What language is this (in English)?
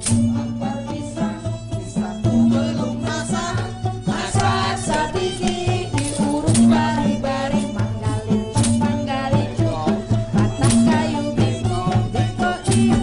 Banjar